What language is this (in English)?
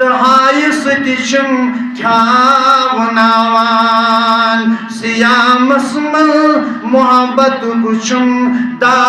Kashmiri